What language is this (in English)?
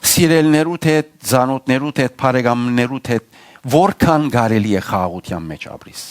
Western Armenian